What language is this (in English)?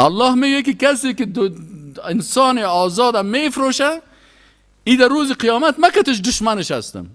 Persian